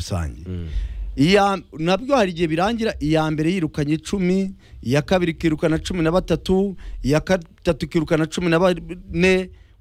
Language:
Kinyarwanda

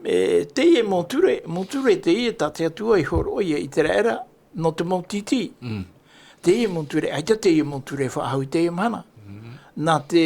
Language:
Tahitian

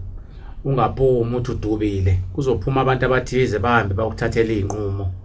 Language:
Zulu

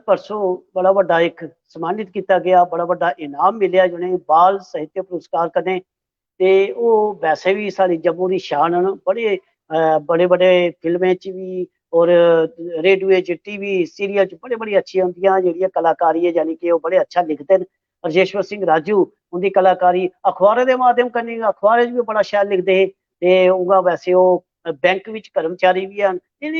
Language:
Dogri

